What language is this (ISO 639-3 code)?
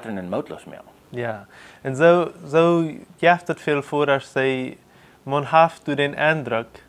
pdt